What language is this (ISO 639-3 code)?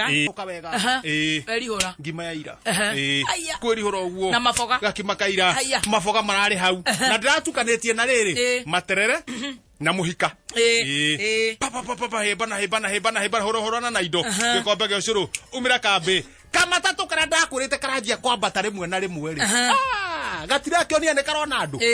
kik